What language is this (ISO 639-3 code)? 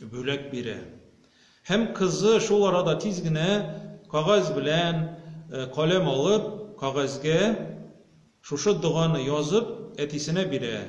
tat